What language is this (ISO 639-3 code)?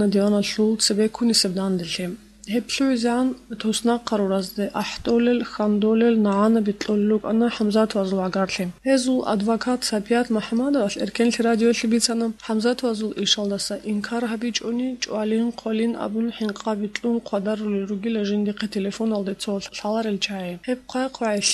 ava